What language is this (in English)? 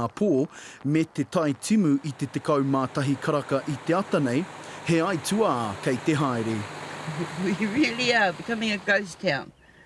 Māori